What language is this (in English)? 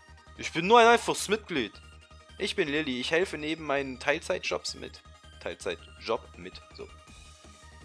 German